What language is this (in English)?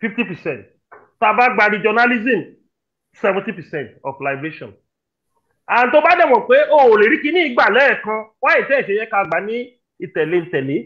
Yoruba